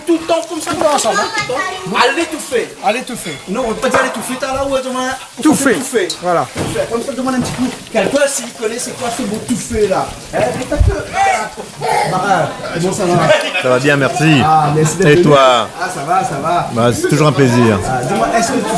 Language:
Réunion Creole French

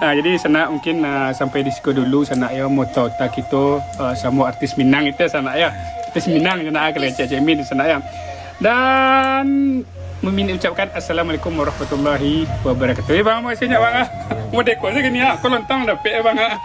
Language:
Minangkabau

